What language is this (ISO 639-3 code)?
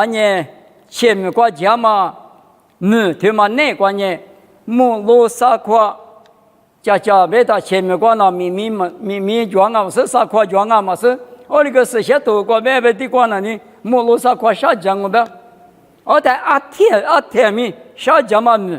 lis